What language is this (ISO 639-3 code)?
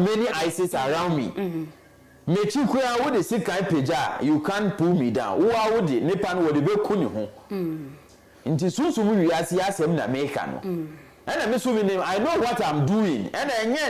aka